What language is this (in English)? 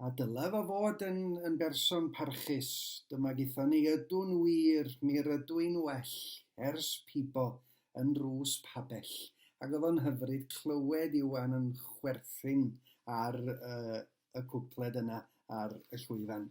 Welsh